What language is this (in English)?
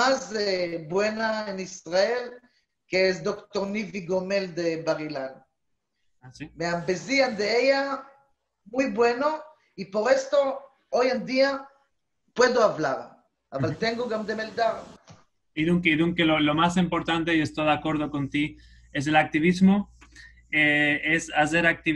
Ladino